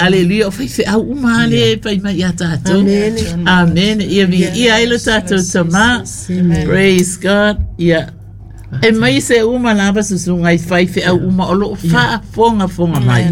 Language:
Samoan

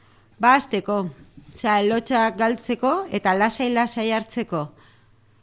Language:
Basque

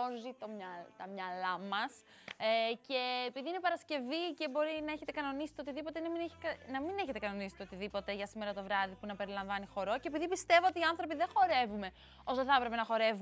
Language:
Greek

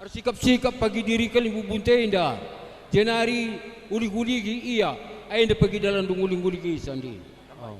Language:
Batak Karo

